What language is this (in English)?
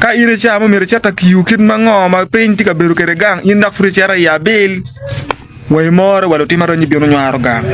Acoli